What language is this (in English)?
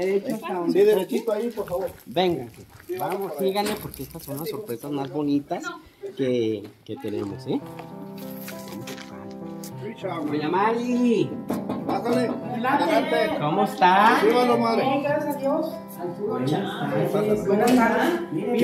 Spanish